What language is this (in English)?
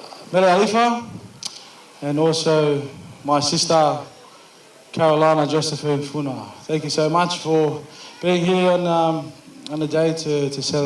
Tongan